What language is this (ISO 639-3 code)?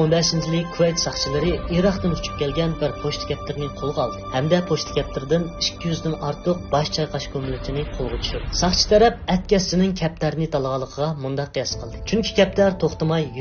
uig